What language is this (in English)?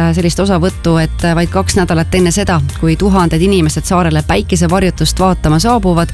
Estonian